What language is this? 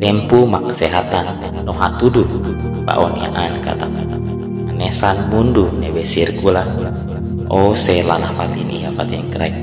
Tetum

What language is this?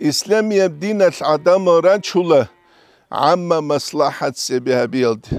Avaric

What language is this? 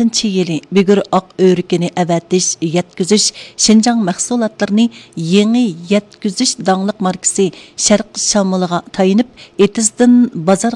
Uyghur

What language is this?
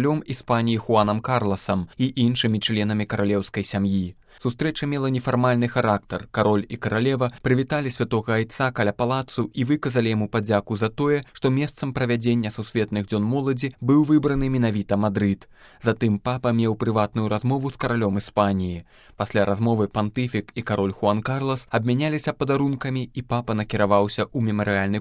Belarusian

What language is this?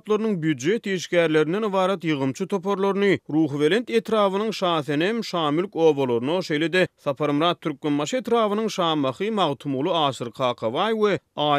Turkmen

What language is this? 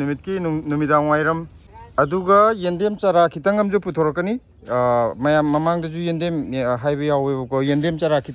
Manipuri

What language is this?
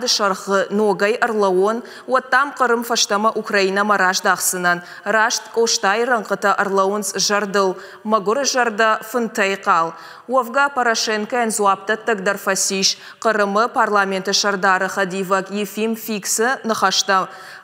Ossetic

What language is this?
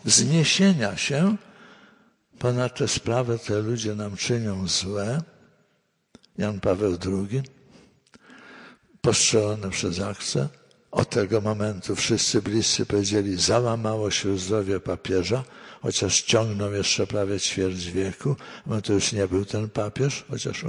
Polish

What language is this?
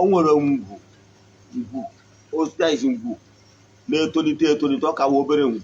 Igbo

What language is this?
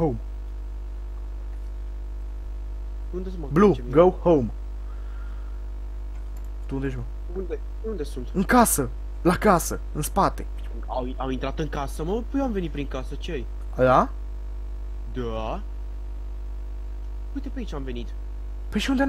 Romanian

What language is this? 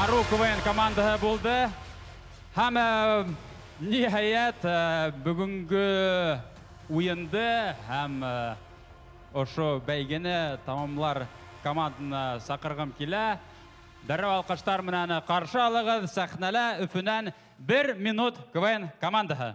Bashkir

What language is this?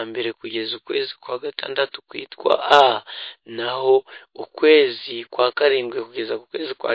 Kinyarwanda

